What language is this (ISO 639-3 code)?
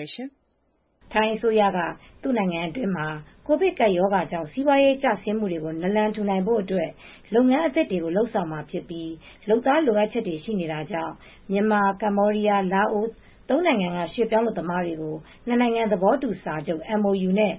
mya